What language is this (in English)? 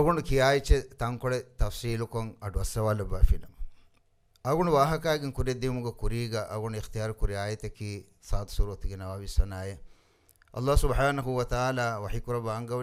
Divehi